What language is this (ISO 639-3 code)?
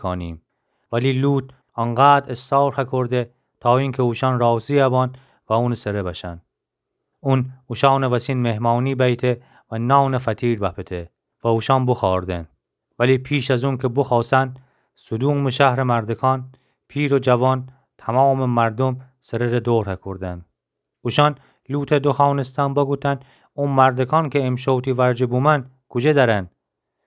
glk